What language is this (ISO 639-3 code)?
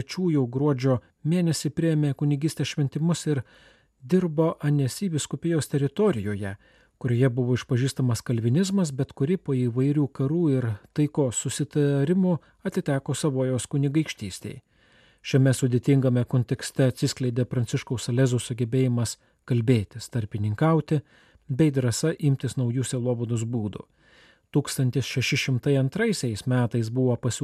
lit